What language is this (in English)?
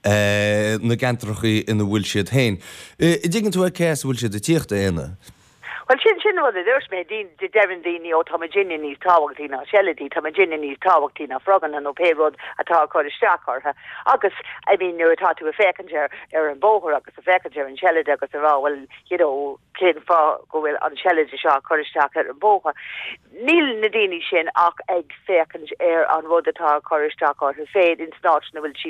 Irish